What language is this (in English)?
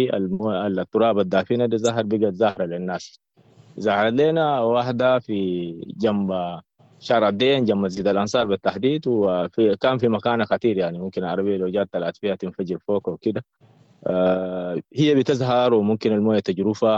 Sudanese Arabic